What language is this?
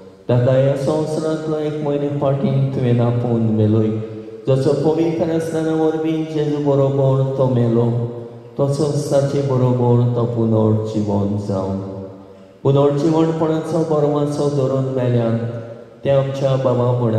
Konkani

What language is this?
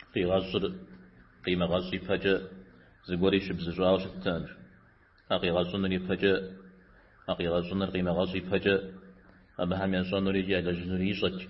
Kabardian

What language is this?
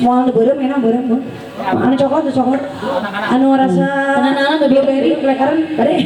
Sundanese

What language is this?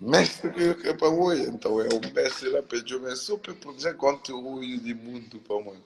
Kabuverdianu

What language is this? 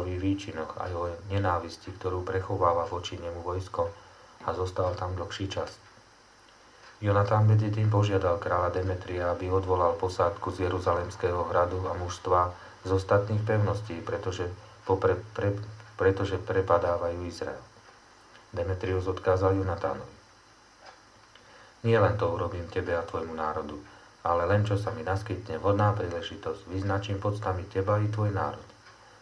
Slovak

